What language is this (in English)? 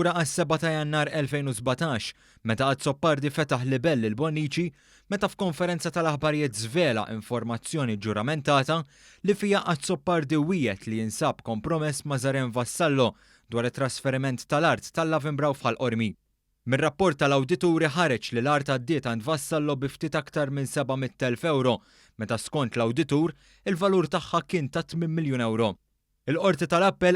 Maltese